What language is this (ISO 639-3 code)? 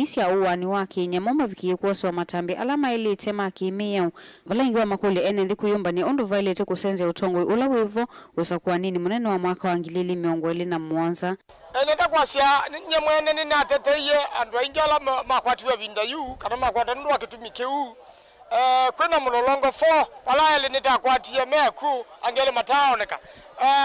kam